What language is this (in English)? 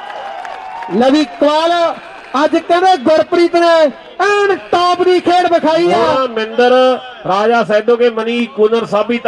Punjabi